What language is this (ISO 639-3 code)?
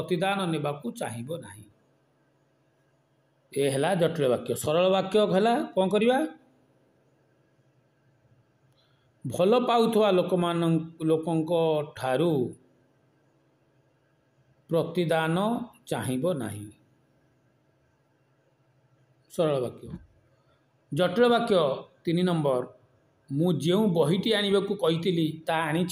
ori